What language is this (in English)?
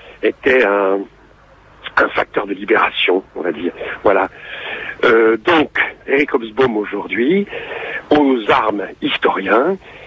French